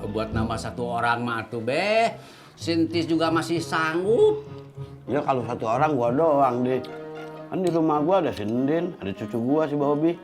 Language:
Betawi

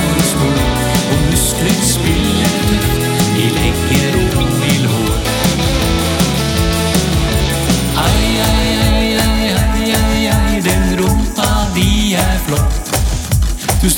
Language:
Norwegian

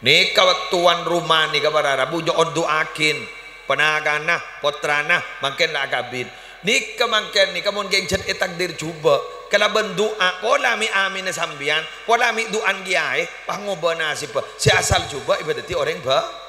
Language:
Madurese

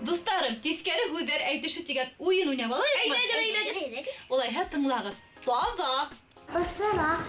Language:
Bashkir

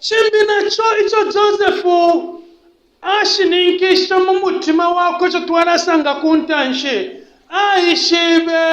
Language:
Bemba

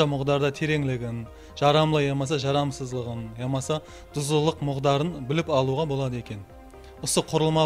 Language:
Kara-Kalpak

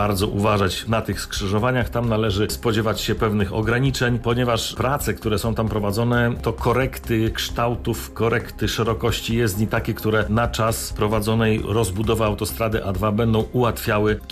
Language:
Polish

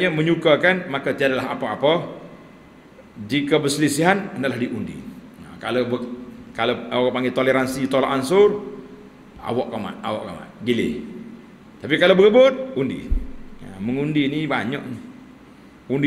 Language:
Malay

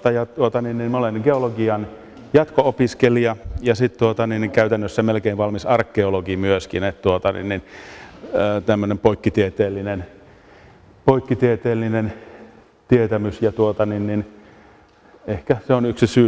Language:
Finnish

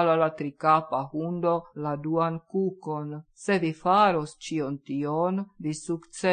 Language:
Esperanto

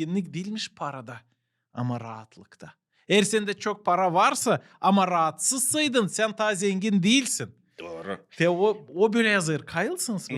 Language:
Gagauz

